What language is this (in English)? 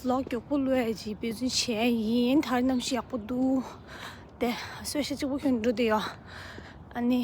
Tibetan